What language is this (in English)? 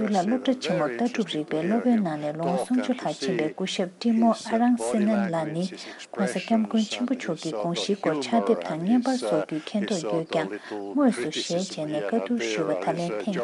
Tibetan